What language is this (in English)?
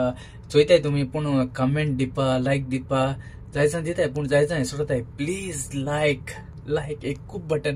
Konkani